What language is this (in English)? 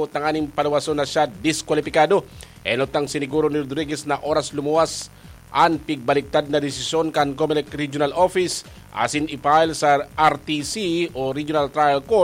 Bikol